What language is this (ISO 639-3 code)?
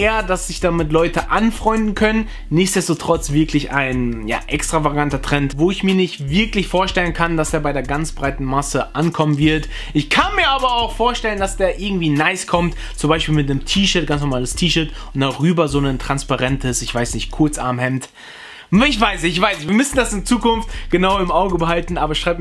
deu